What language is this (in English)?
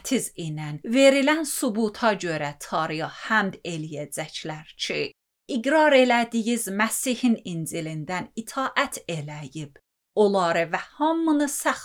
Azerbaijani